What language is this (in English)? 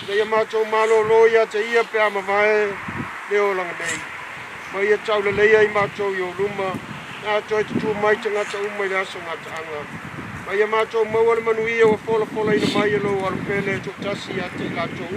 Samoan